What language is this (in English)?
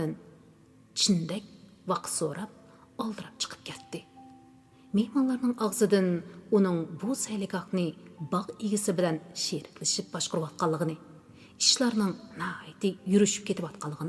Uyghur